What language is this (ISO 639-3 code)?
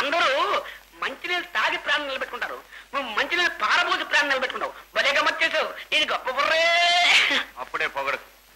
tel